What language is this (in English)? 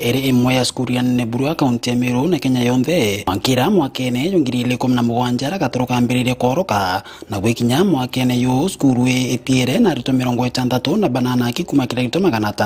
Meru